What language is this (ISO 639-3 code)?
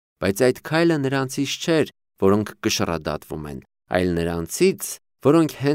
hye